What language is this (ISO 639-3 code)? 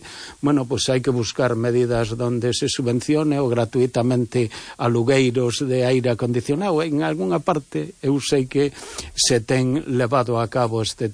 glg